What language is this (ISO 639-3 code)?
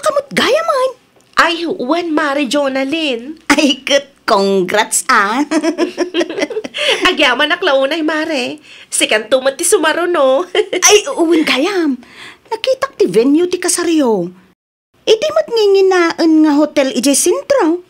ilo